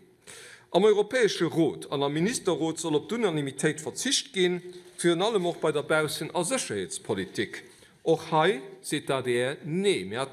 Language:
Luxembourgish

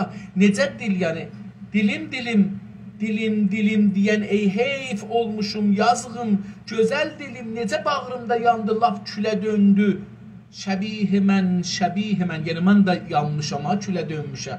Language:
South Azerbaijani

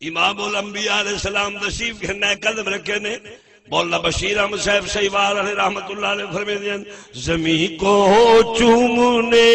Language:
Saraiki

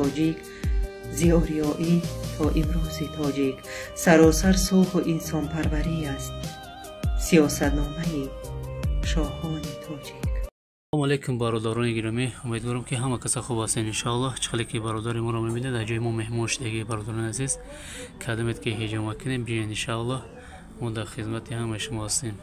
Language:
Tajik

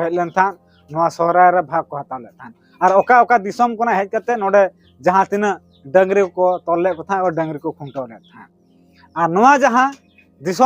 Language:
Santali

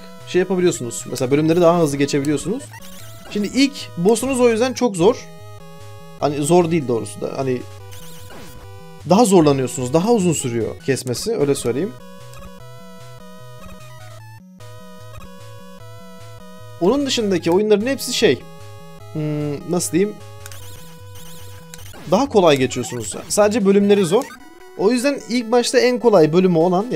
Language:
Turkish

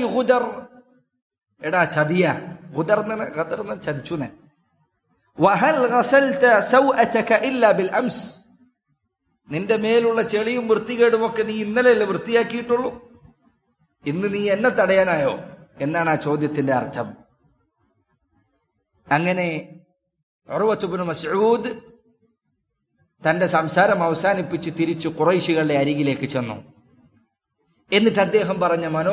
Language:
Malayalam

